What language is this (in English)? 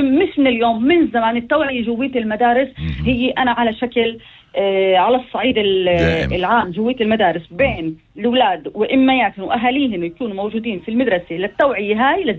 North Levantine Arabic